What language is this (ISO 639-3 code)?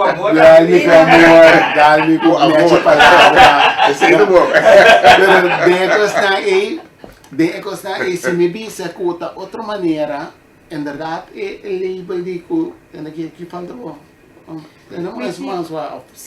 pap